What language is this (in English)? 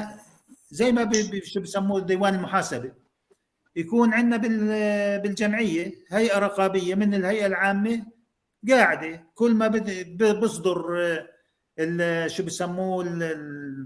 North Levantine Arabic